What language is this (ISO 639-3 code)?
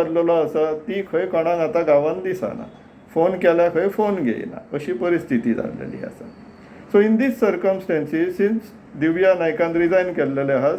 kok